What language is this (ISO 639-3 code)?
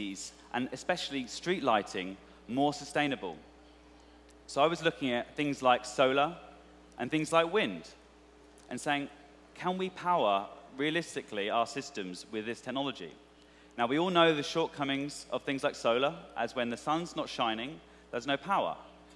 eng